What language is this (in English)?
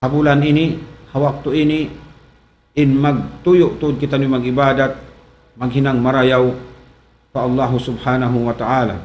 Tausug